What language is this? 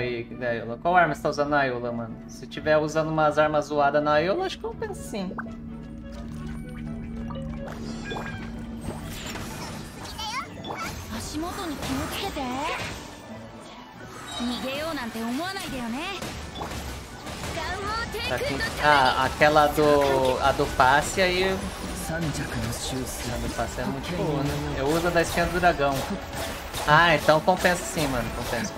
Portuguese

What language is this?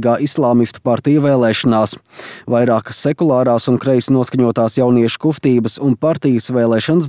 Latvian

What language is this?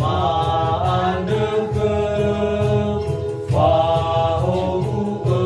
Nias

